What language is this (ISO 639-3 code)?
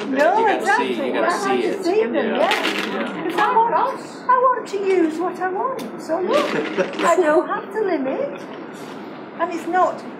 eng